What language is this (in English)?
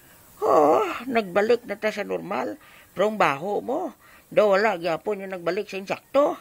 Hiligaynon